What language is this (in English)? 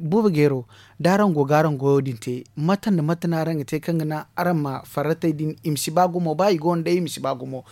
Zarma